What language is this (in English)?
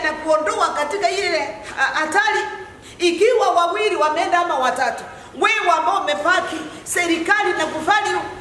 Swahili